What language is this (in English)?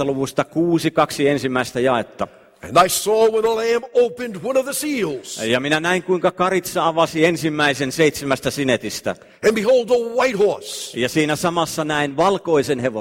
Finnish